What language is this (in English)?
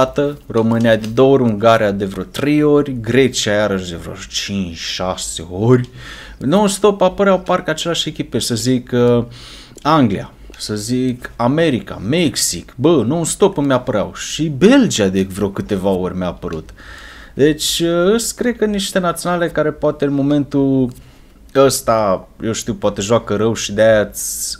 Romanian